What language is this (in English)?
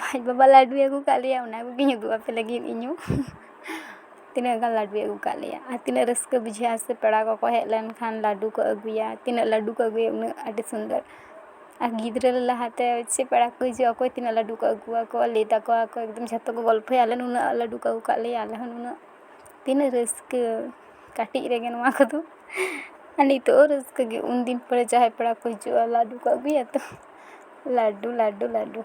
Santali